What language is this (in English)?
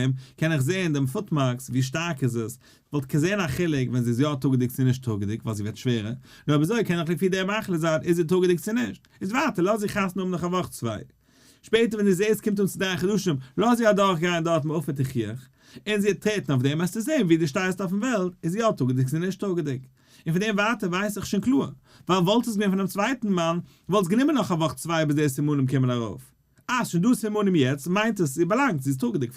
Yiddish